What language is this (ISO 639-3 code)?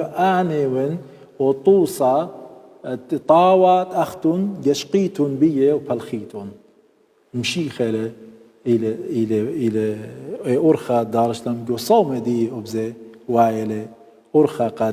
aii